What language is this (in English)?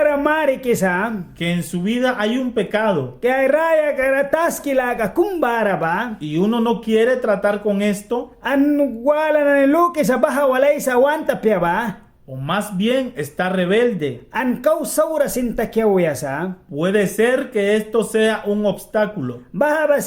Mískito